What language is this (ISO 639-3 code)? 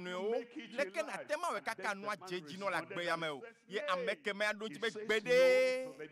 ewe